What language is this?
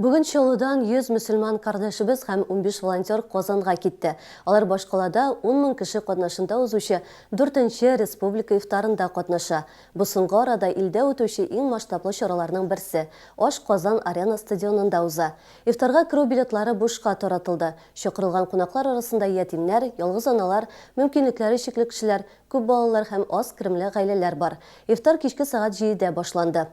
Tatar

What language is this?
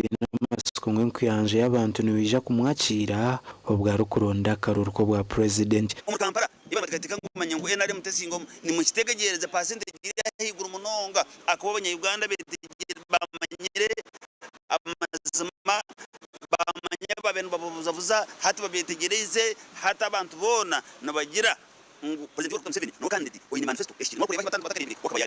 Nyankole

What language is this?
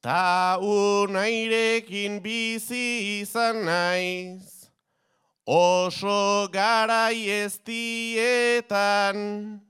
Basque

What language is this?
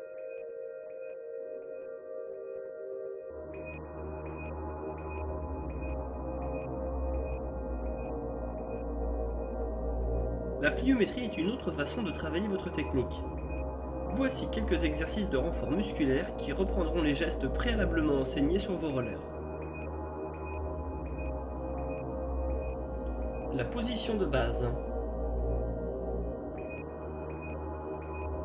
French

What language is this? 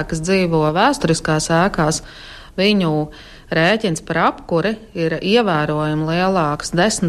Latvian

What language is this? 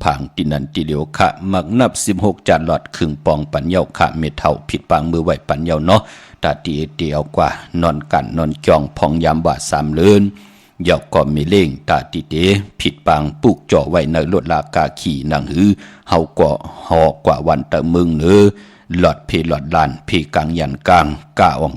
Shan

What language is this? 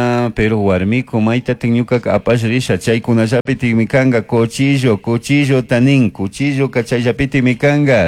Chimborazo Highland Quichua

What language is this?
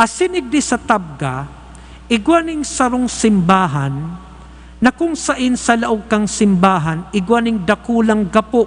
Bikol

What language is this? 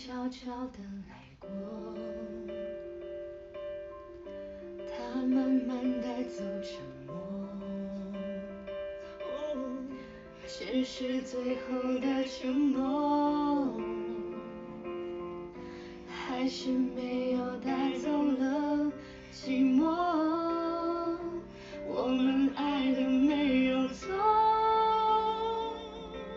Chinese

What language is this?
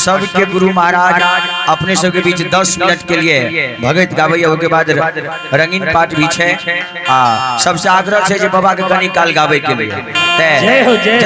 Maithili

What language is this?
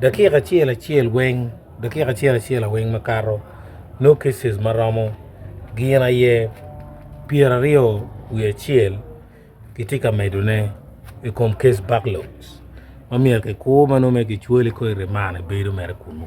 Acoli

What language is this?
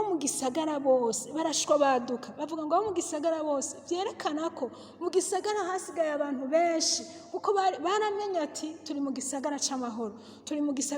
Rundi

